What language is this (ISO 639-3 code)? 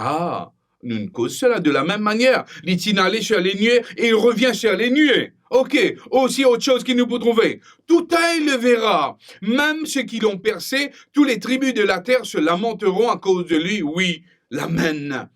mfe